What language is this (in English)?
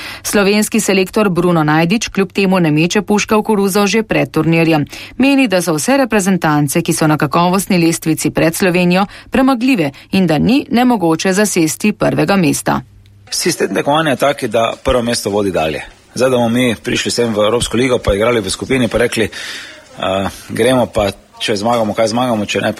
Slovenian